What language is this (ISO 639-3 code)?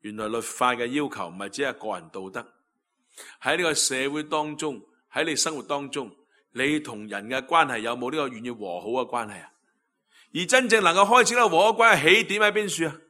yue